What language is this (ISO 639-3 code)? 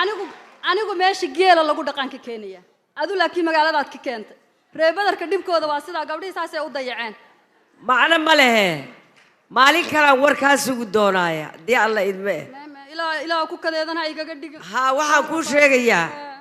som